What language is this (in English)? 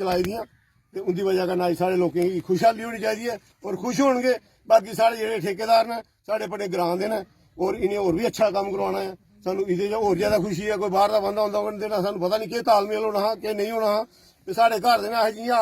Dogri